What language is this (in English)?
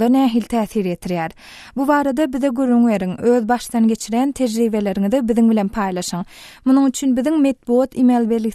Turkmen